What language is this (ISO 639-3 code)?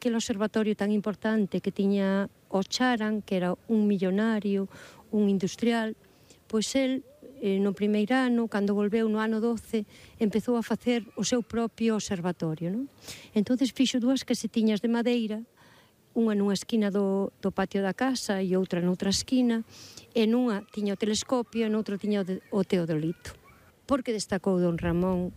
glg